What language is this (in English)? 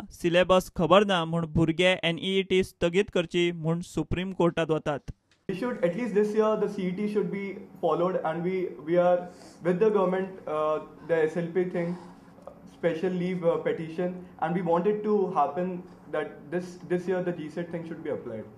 Konkani